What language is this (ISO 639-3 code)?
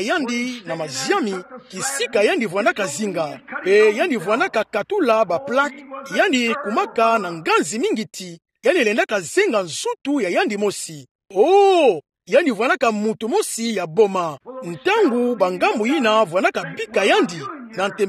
ktu